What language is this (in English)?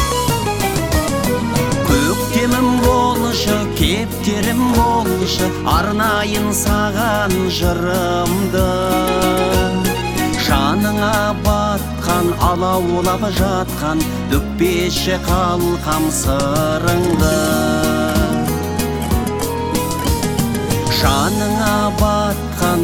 Kazakh